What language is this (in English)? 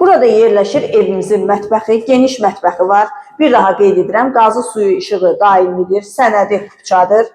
Azerbaijani